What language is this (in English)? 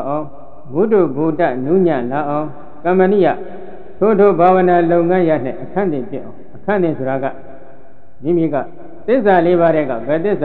Burmese